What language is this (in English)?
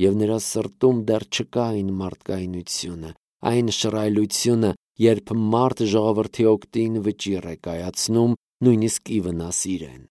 Armenian